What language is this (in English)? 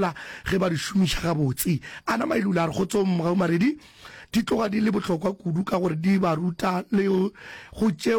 Northern Sotho